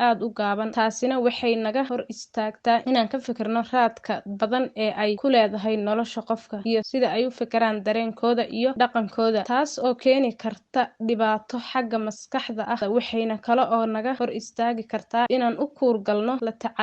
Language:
Somali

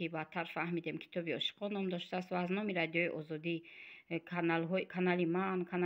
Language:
Tajik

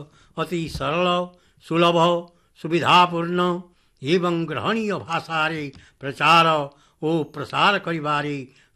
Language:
Odia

